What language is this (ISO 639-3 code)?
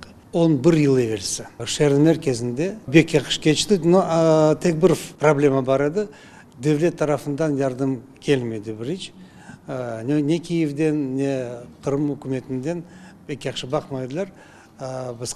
crh